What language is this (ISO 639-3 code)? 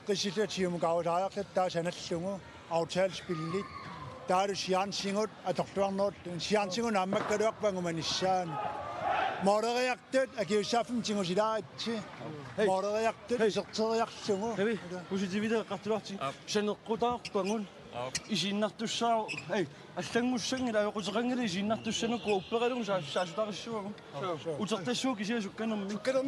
kal